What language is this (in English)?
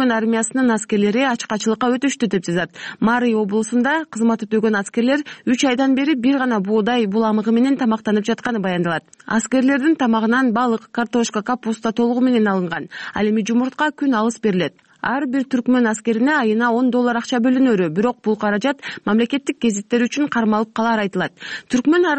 Kyrgyz